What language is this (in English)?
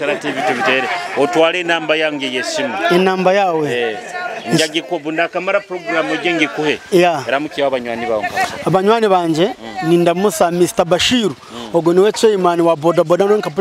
Nyoro